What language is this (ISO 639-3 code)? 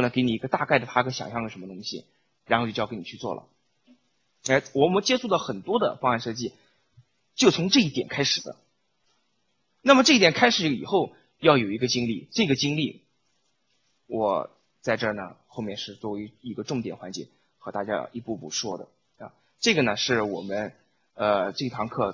zho